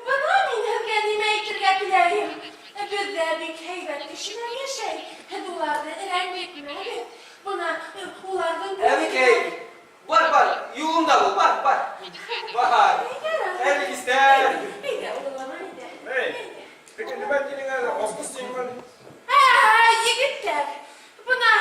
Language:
Bashkir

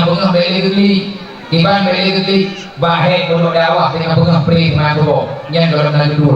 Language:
Achinese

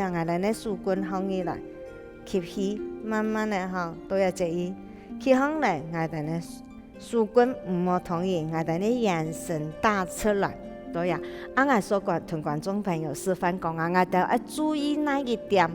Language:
Hakka Chinese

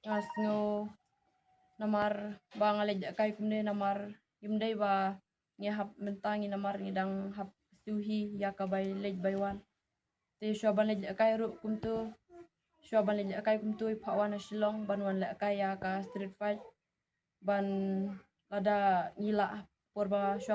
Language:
Khasi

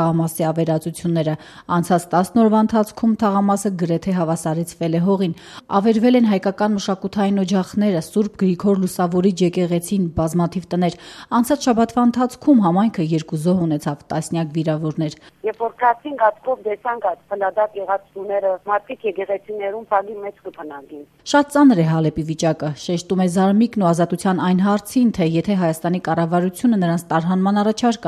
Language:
Armenian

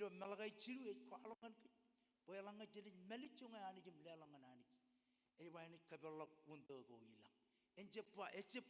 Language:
Marshallese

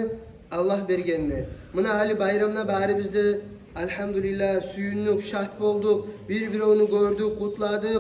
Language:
Kumyk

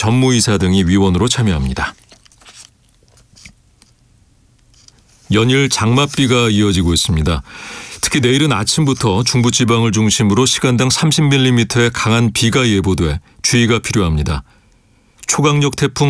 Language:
Korean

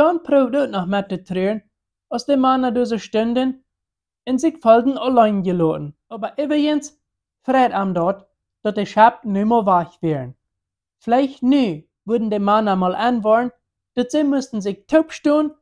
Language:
Plautdietsch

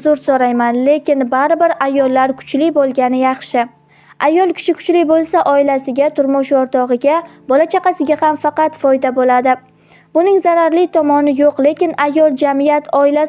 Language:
Uzbek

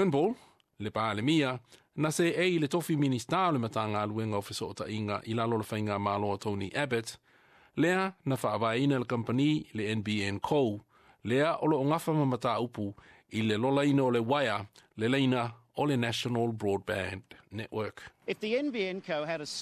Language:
Samoan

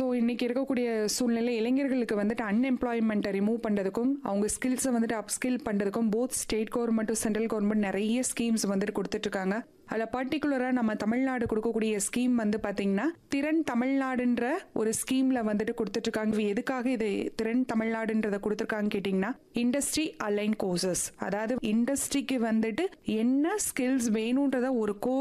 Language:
Tamil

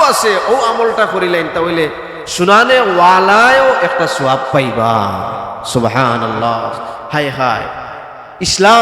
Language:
Sylheti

